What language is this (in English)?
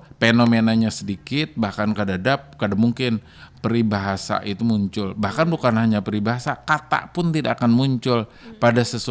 Banjar